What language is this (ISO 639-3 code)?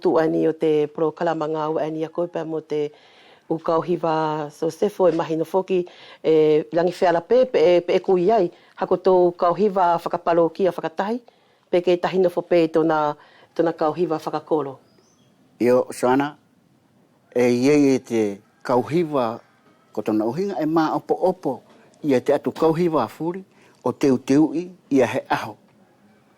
wls